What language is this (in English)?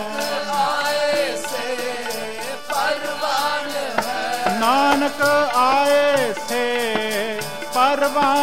Punjabi